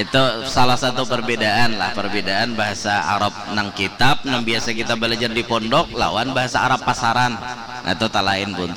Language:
Banjar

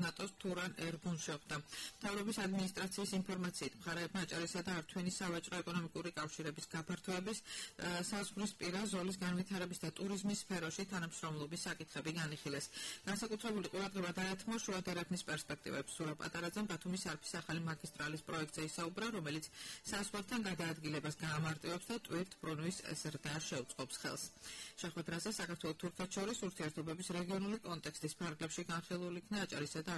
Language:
Georgian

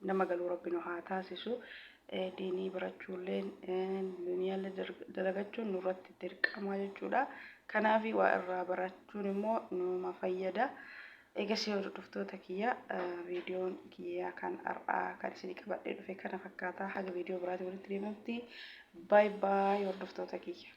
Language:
Oromo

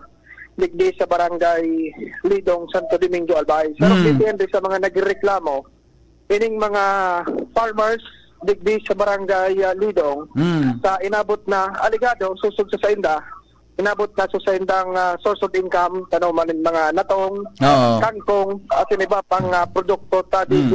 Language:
Bikol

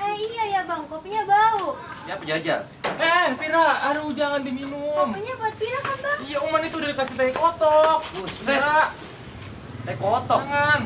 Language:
Betawi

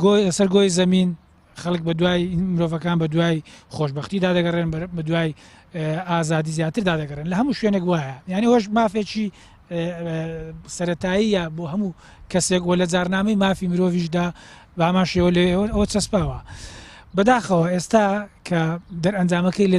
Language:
Central Kurdish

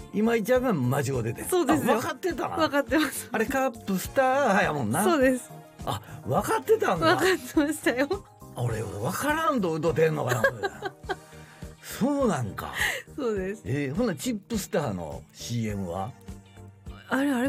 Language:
Japanese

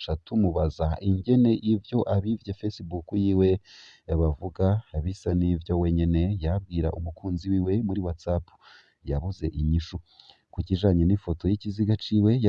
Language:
Rundi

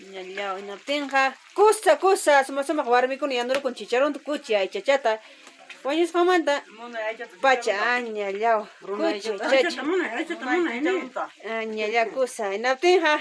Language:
Ayacucho Quechua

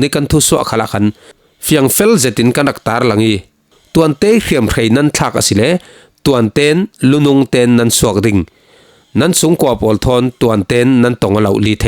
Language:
Falam Chin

